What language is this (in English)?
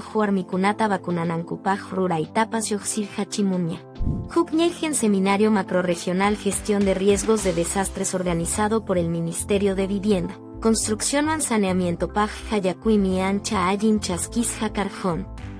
Quechua